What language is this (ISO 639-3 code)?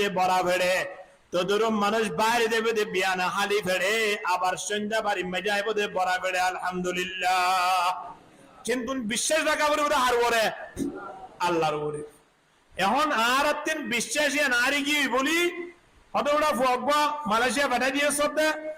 rhg